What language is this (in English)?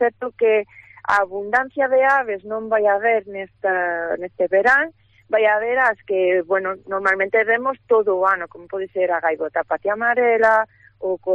Galician